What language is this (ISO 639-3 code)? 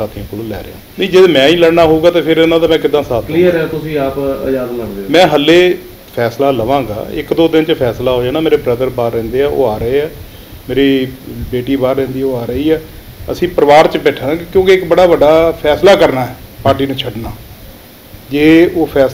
pan